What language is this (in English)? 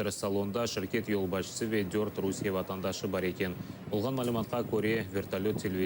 Crimean Tatar